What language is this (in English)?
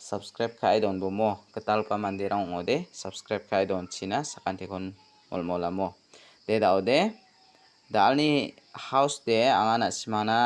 Garo